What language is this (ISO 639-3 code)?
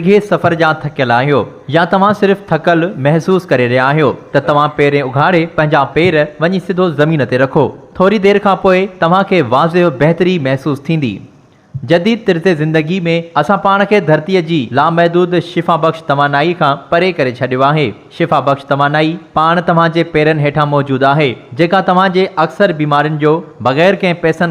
snd